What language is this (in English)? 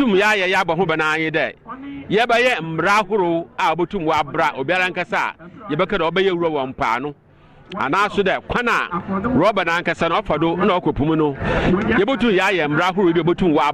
Akan